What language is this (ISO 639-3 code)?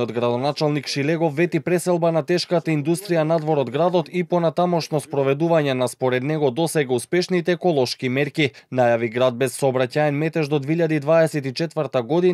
mkd